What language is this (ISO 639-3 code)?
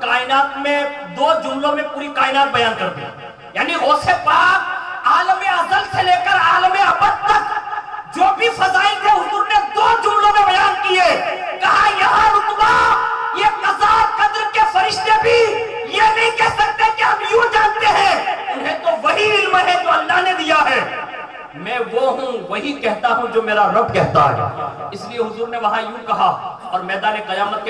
urd